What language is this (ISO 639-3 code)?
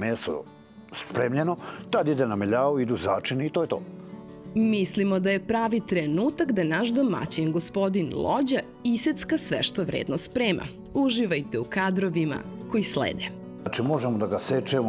srp